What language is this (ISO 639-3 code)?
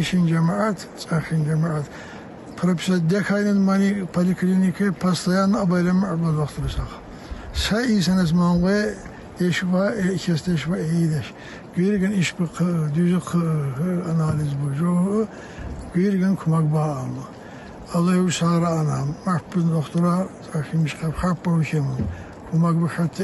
tkr